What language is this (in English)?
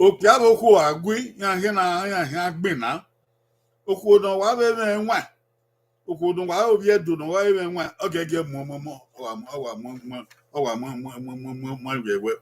Bini